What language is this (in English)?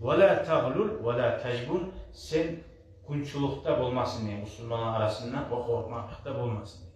Kumyk